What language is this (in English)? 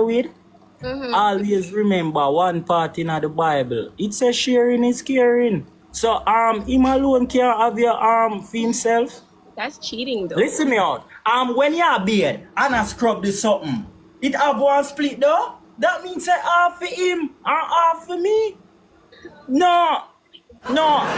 Jamaican Creole English